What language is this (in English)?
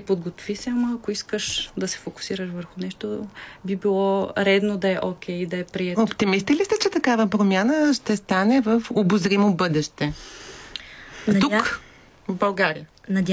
Bulgarian